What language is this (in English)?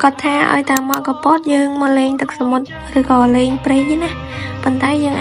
Khmer